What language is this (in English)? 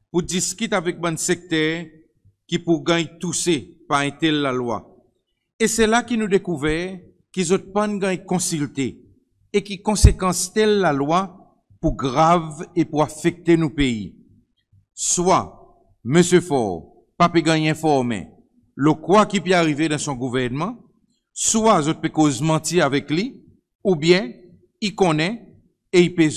Seselwa Creole French